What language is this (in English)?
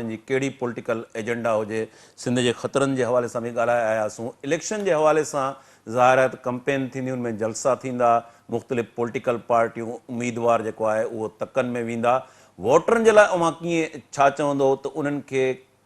Sindhi